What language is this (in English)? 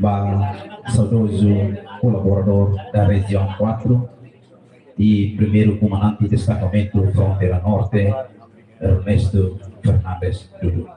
Tetum